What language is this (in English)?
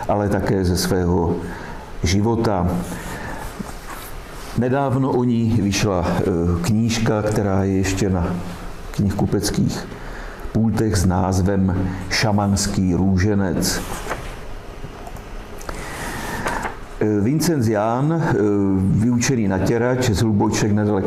Czech